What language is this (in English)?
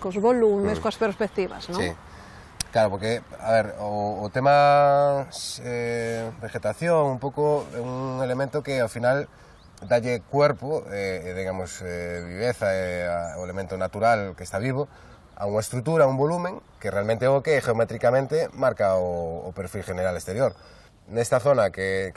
Galician